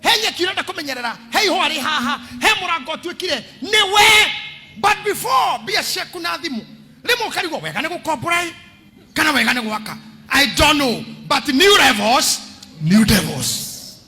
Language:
Kikuyu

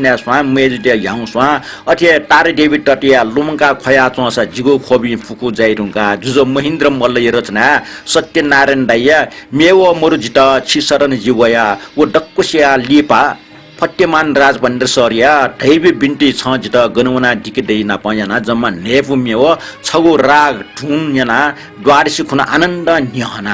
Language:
Newari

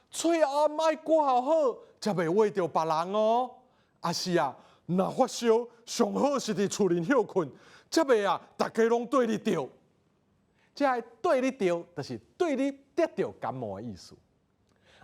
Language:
Min Nan Chinese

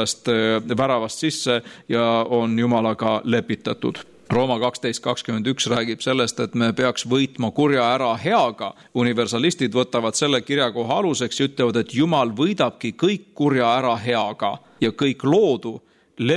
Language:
Estonian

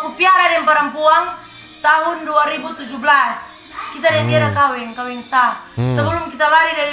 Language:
Manado Malay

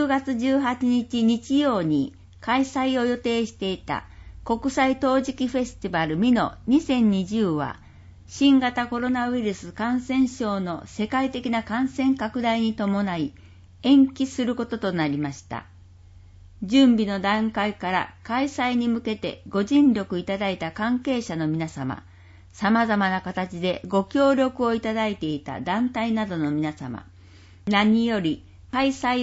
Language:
Japanese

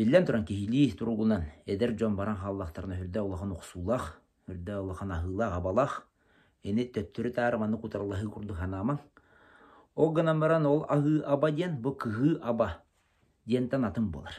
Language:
Yakut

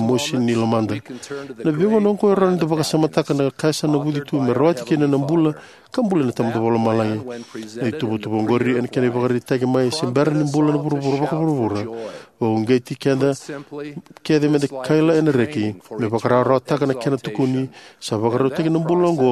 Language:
Fijian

